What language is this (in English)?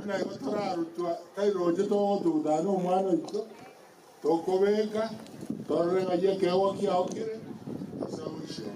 Gusii